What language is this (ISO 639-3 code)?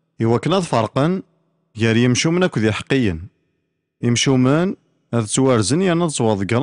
kab